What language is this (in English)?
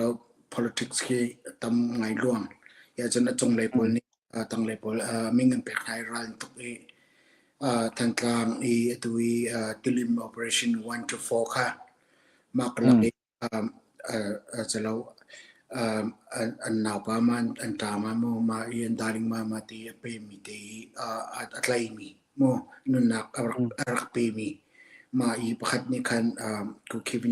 Hakha Chin